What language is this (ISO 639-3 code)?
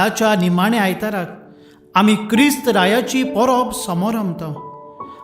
kok